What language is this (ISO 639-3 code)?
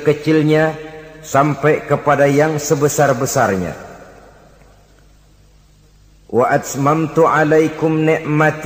ind